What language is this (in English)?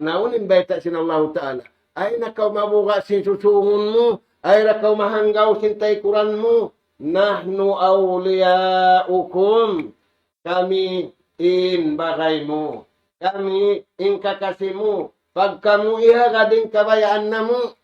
Tausug